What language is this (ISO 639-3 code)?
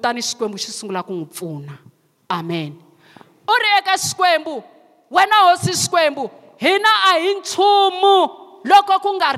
tso